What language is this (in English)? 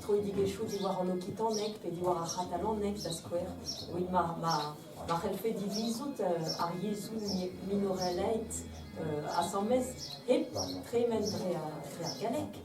Breton